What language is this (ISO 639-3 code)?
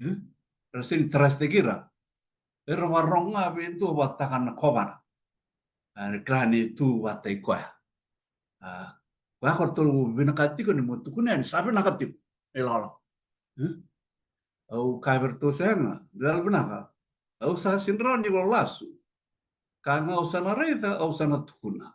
fij